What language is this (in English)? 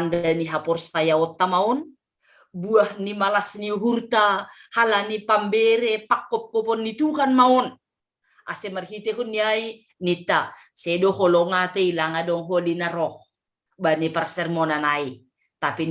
Batak Simalungun